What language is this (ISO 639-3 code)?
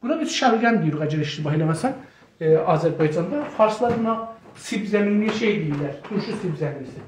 azb